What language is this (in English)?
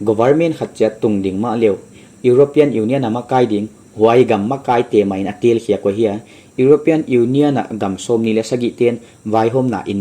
Paite Chin